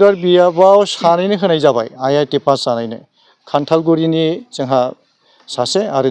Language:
Bodo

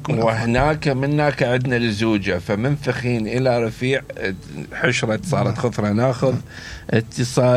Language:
Mesopotamian Arabic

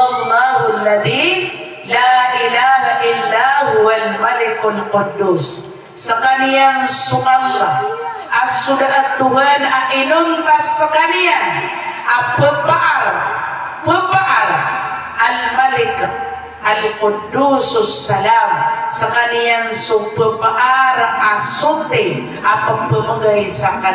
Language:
Maranao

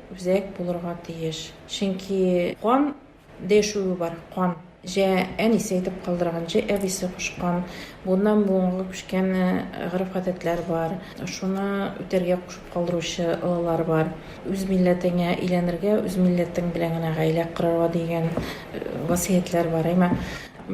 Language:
Tatar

